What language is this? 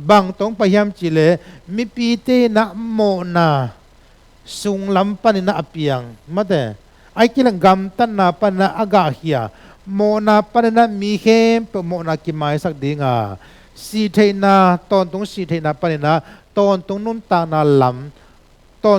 Tedim Chin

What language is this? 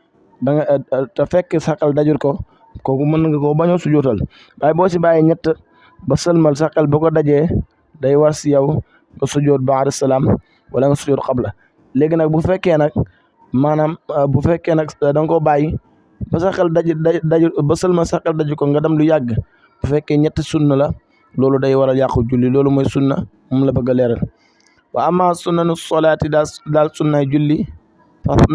Wolof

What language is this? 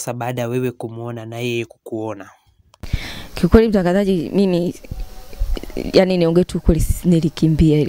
Swahili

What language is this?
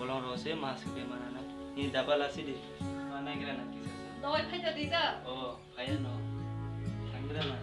Kok Borok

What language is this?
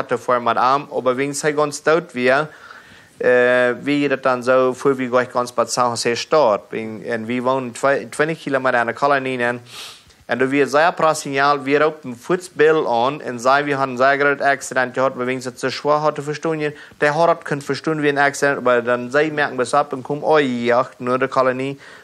Plautdietsch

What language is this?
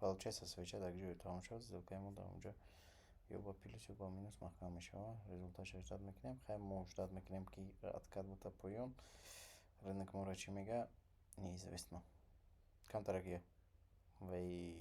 Tajik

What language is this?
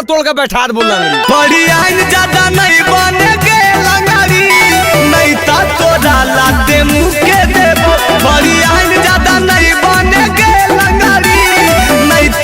Magahi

